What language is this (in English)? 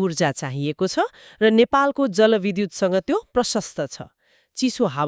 Nepali